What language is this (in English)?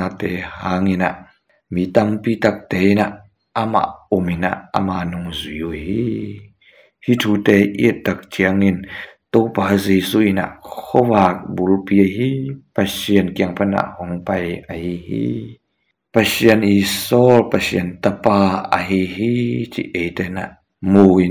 Tedim Chin